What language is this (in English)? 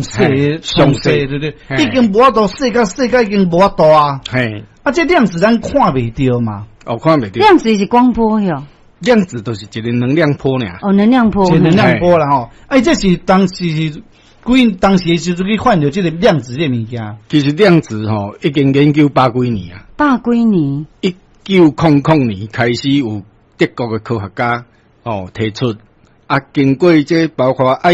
Min Nan Chinese